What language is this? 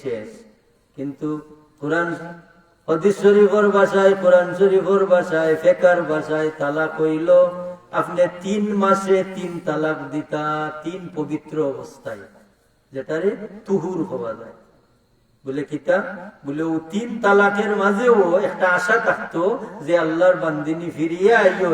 Sylheti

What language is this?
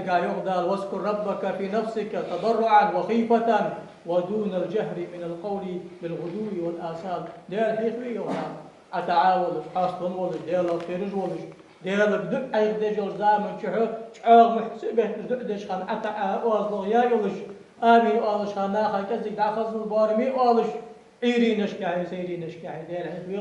Ingush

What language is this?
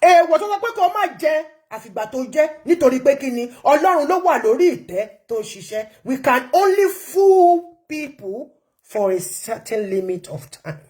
Yoruba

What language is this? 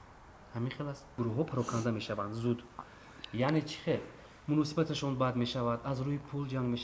Tajik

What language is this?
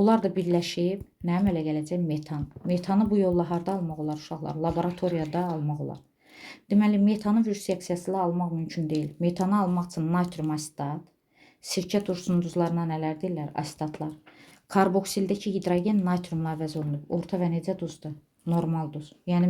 Azerbaijani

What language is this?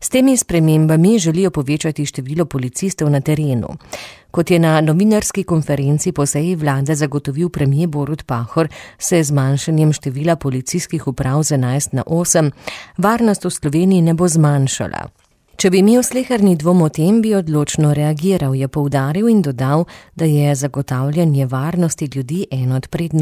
Slovenian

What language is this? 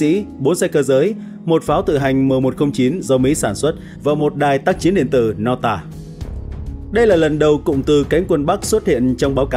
Vietnamese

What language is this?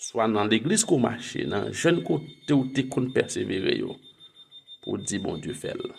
Haitian Creole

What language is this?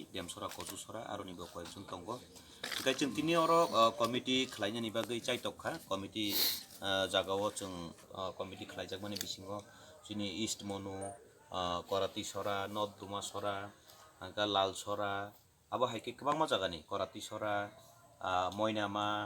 Kok Borok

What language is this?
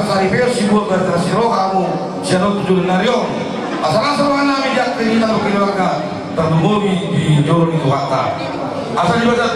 Batak Toba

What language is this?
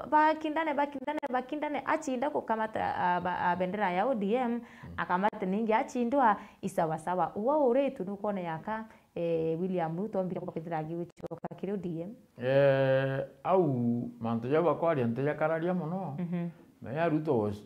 Meru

